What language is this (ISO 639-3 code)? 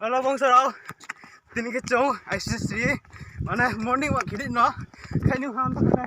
ria